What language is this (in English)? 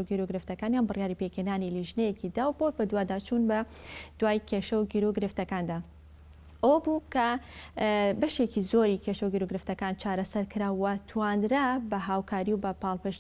Central Kurdish